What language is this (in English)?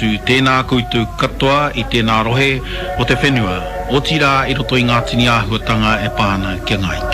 Māori